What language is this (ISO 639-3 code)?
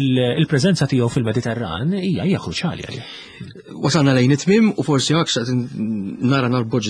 mlt